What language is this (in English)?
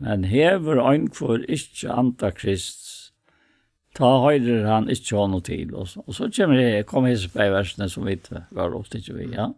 Faroese